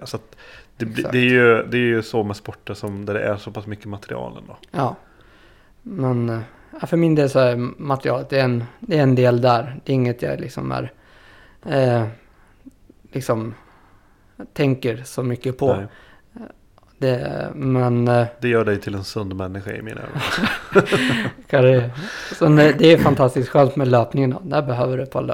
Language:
Swedish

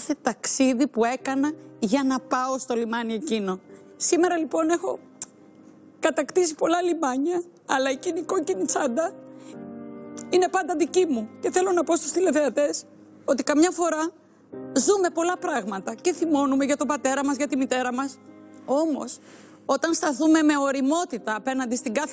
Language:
Greek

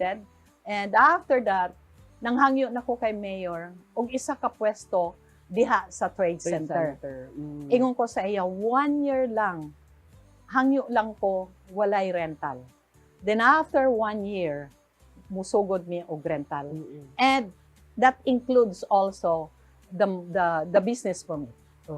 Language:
Cebuano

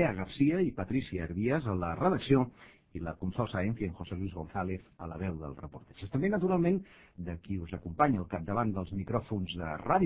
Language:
Catalan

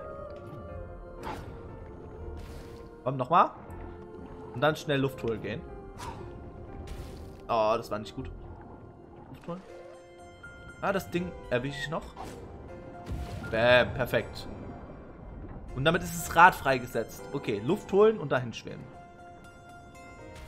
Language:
German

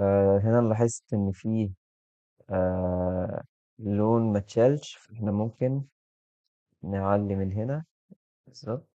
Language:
Egyptian Arabic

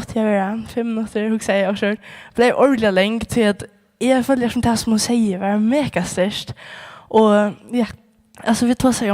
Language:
Faroese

